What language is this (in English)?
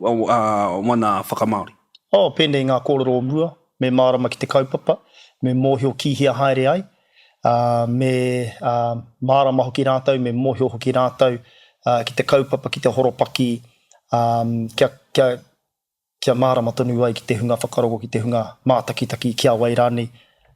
Māori